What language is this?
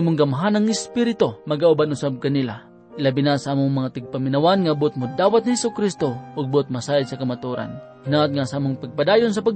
Cebuano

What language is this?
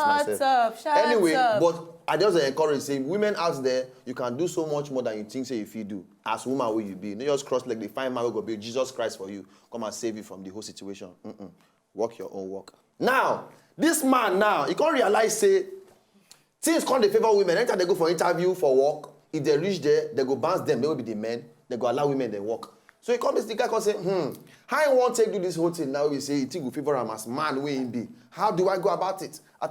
Nigerian Pidgin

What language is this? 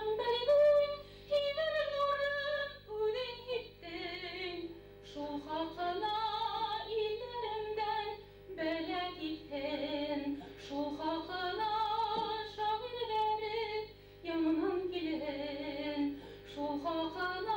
Bashkir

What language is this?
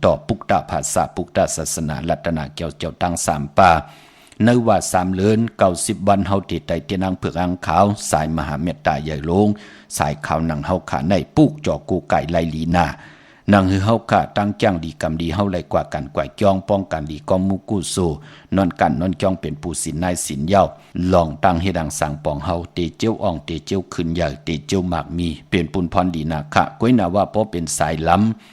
Shan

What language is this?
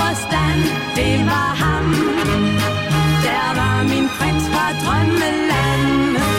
Danish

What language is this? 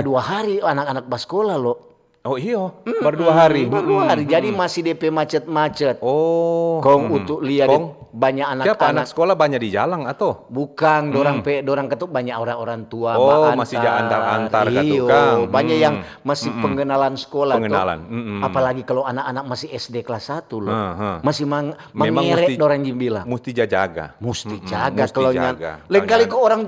Manado Malay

